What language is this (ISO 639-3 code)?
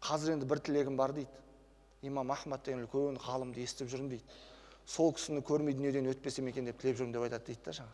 kaz